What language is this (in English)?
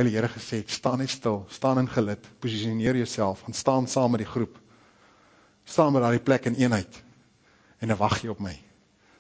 Afrikaans